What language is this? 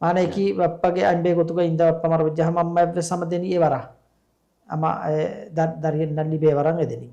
Divehi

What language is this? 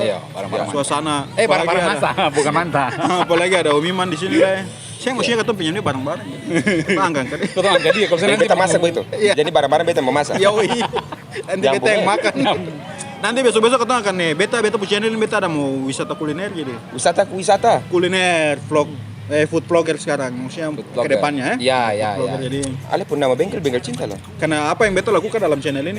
Ambonese Malay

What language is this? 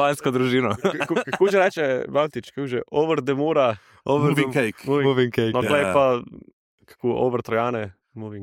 Slovenian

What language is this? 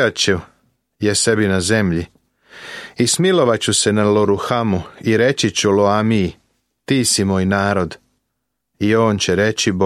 Serbian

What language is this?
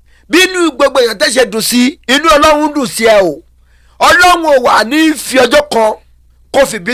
Yoruba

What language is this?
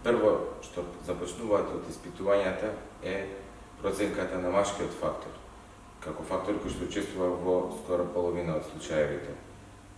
Macedonian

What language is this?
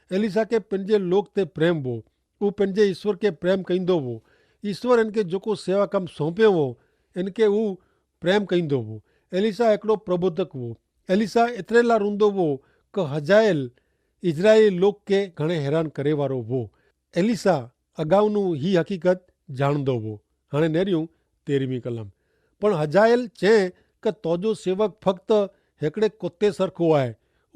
Kachhi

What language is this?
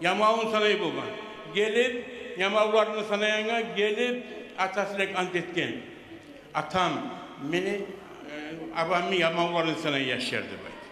Kumyk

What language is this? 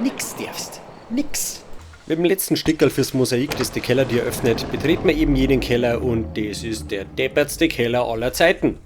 Bavarian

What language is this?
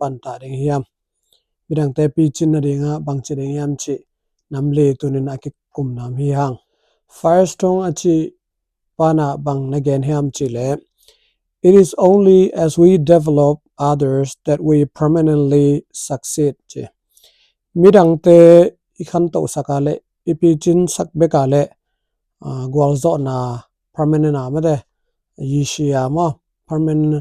Tedim Chin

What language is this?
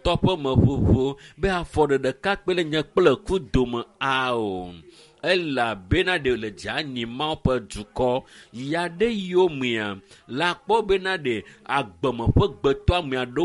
Ewe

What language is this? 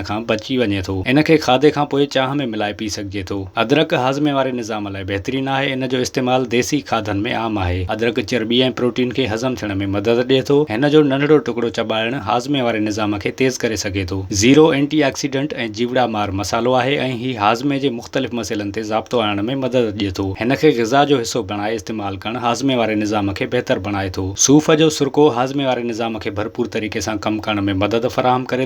Sindhi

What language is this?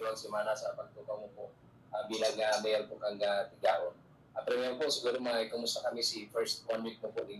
Bikol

